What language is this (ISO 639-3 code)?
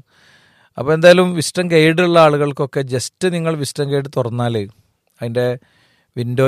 mal